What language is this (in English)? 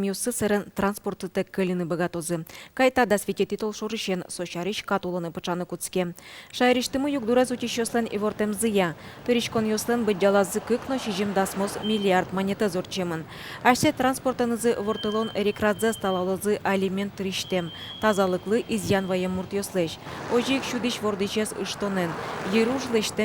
Udmurt